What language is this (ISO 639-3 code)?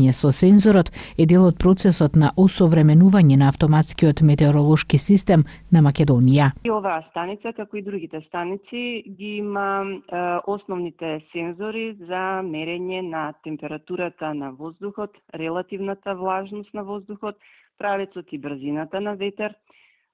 mkd